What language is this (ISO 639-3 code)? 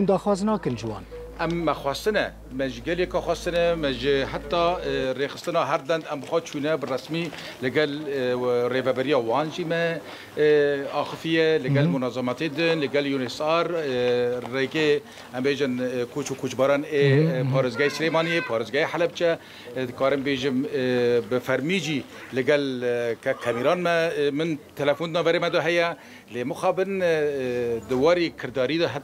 kur